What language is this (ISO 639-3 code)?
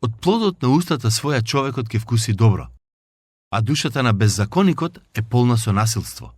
mkd